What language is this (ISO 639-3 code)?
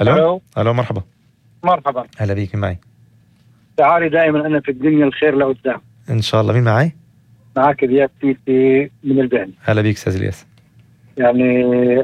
apc